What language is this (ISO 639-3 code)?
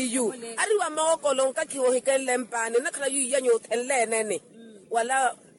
vmw